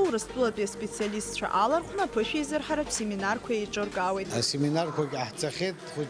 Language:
Abkhazian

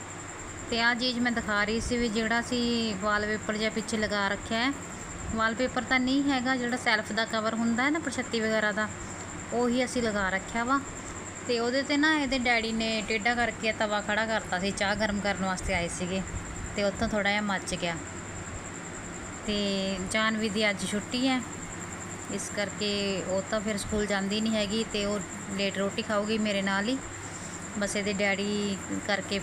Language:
Punjabi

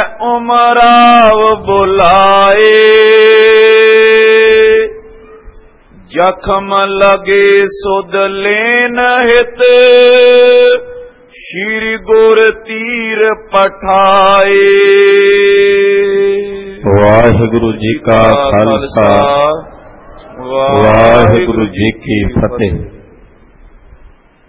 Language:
Punjabi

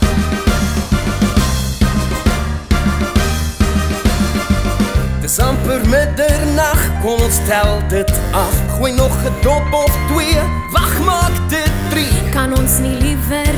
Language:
Afrikaans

